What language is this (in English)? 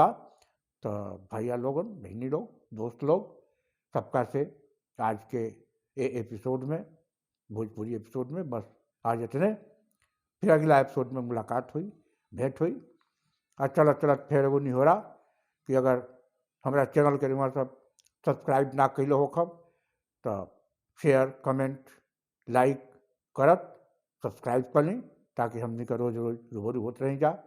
Bhojpuri